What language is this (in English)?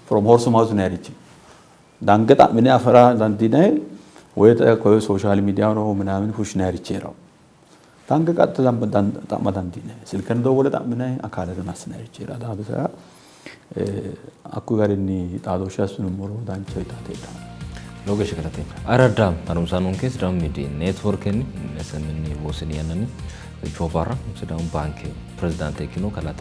Sidamo